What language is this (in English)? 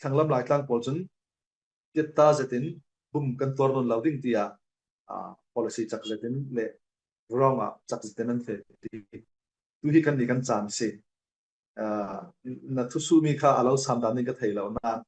Falam Chin